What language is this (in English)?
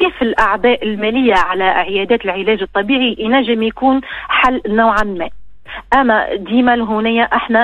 Tunisian Arabic